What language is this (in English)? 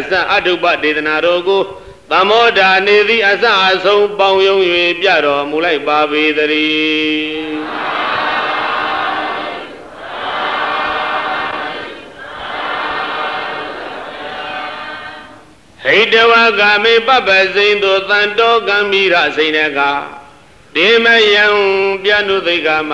Burmese